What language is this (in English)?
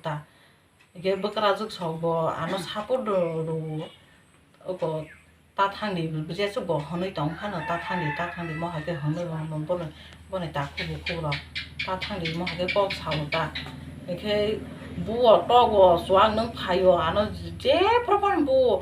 Kok Borok